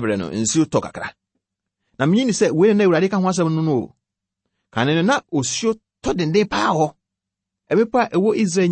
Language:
Akan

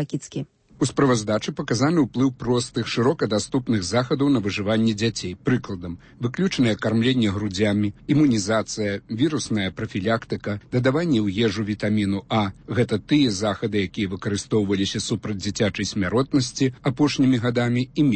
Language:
Belarusian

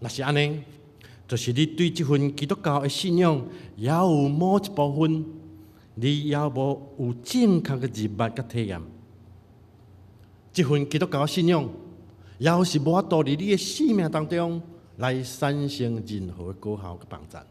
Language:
Min Nan Chinese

